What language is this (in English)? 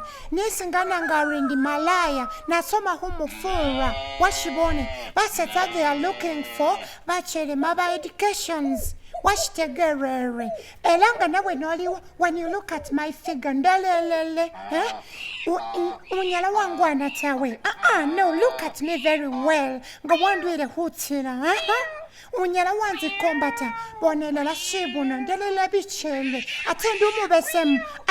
Masaaba